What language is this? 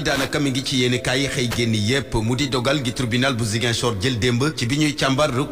Wolof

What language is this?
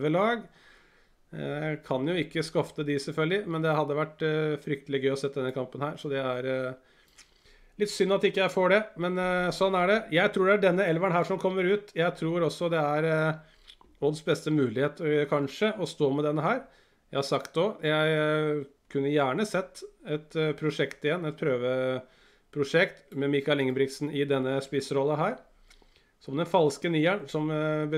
Norwegian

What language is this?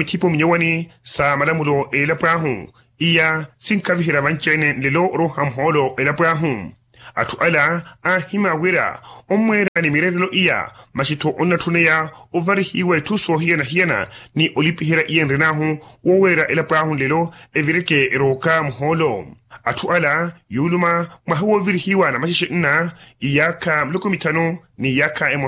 Makhuwa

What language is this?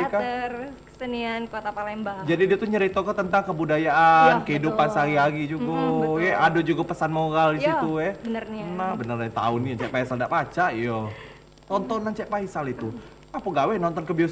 Musi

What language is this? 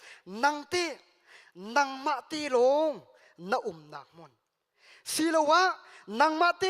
Hakha Chin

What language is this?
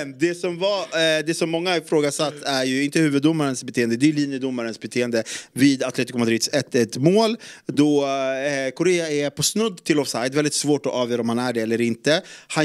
Swedish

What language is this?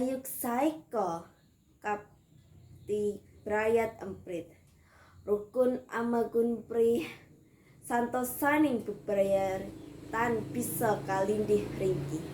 Javanese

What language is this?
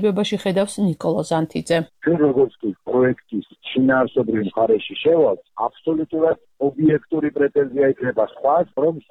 Georgian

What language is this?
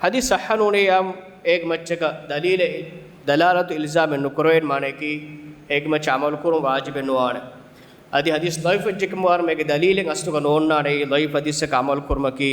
Divehi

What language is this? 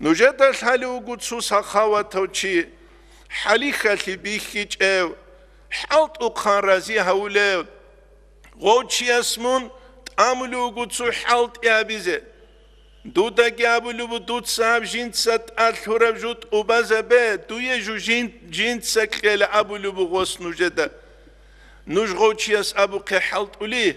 Avaric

